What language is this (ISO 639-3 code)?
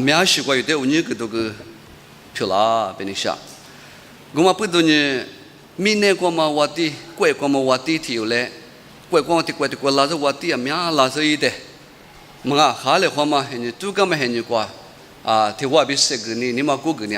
lis